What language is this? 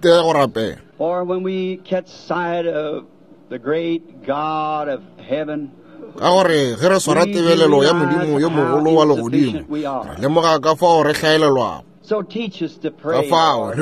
Northern Sotho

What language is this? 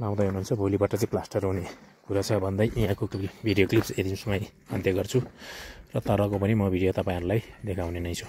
Nepali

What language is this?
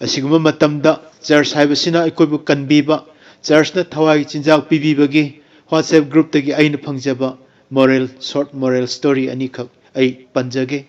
Manipuri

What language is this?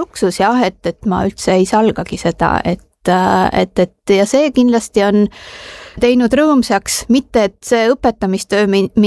Estonian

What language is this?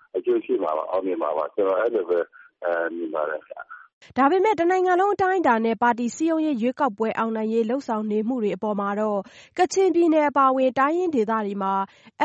Burmese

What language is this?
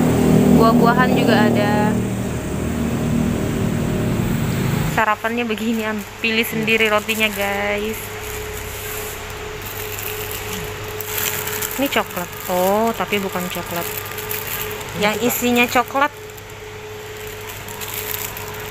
Indonesian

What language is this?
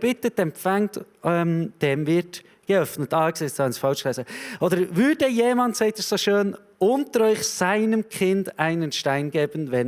Swiss German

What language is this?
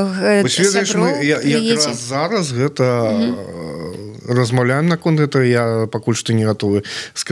Belarusian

